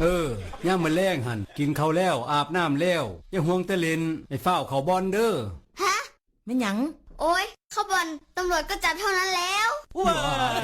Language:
Northeastern Thai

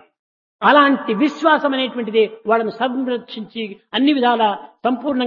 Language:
Telugu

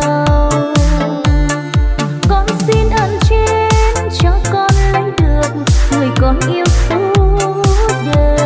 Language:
Vietnamese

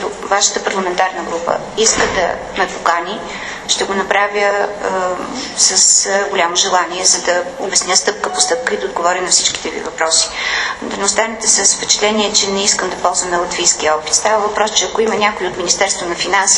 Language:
Bulgarian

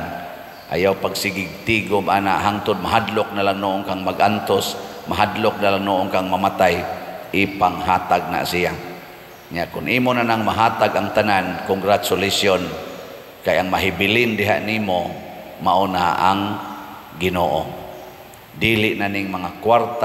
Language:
Cebuano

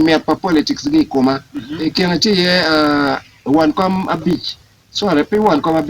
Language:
Acoli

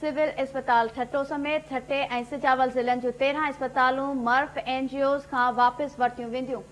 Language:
Sindhi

